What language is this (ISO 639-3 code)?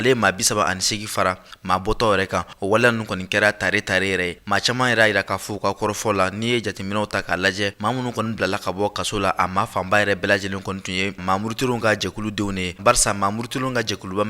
bam